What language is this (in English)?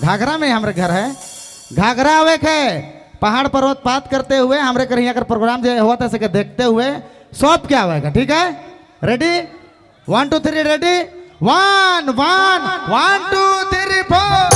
Sadri